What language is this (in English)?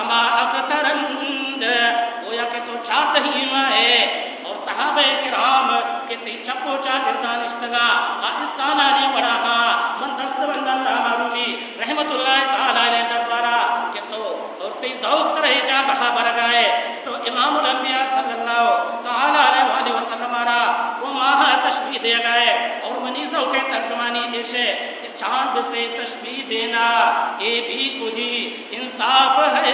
Baluchi